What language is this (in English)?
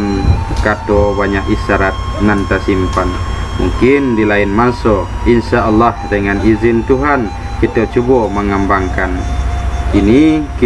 Minangkabau